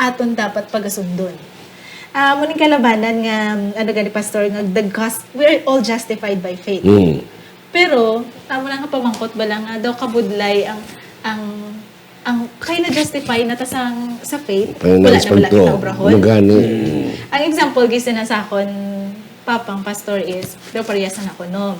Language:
Hiligaynon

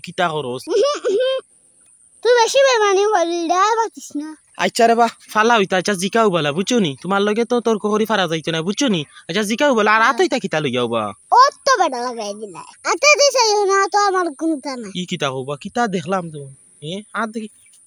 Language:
Sylheti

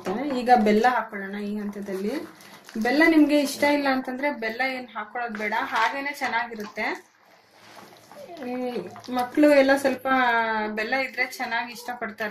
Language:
Kannada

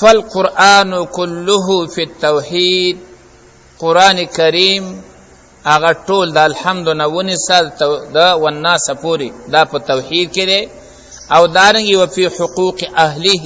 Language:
Pashto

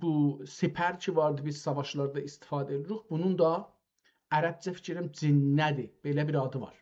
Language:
South Azerbaijani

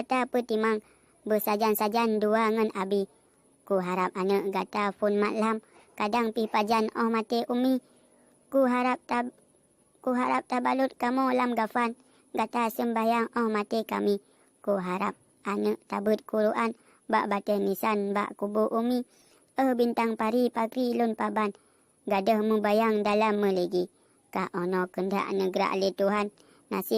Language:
Achinese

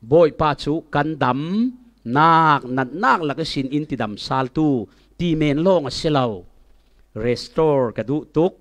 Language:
Falam Chin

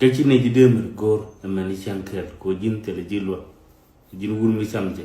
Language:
Nuer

